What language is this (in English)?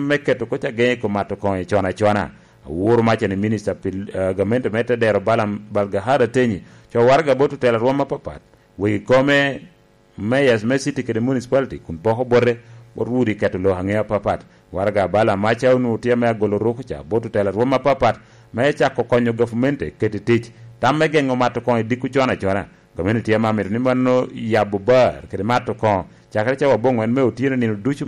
Lango (Uganda)